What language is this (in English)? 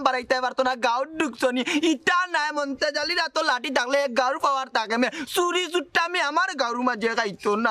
Sylheti